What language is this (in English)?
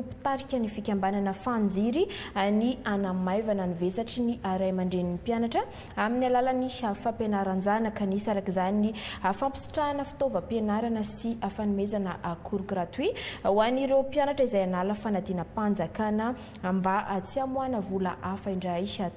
Malagasy